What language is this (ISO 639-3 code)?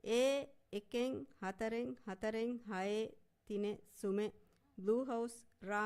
div